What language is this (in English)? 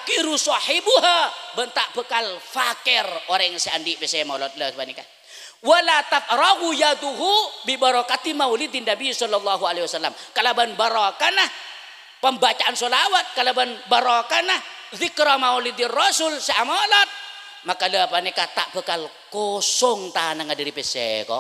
Madurese